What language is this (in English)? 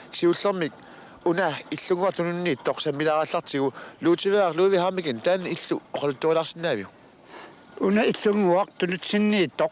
Kalaallisut